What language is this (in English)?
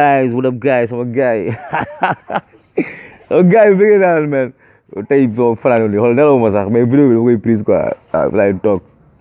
Wolof